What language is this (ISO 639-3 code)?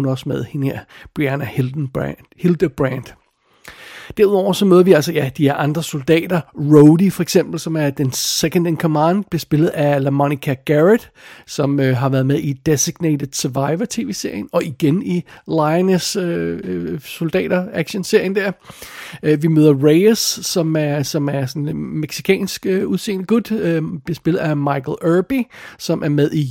dan